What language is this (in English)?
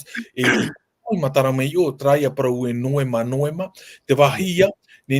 Tahitian